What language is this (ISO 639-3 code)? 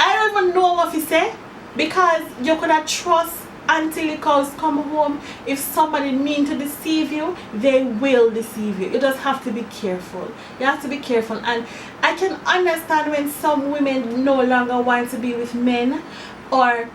jam